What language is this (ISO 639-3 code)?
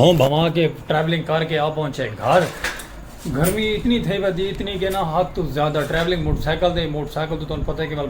skr